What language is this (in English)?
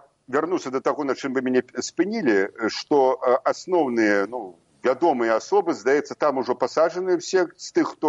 Belarusian